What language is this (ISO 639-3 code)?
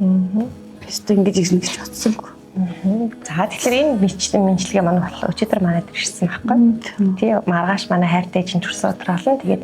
mon